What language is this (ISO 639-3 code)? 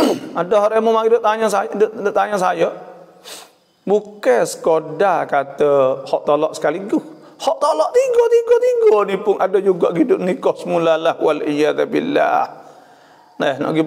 msa